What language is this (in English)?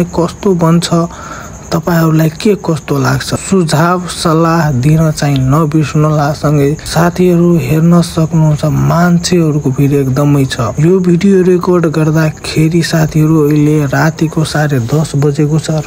Nepali